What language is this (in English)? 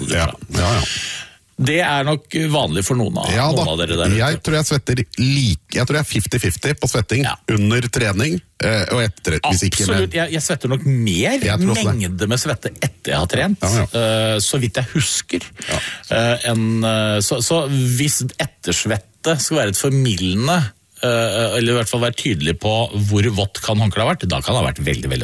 Norwegian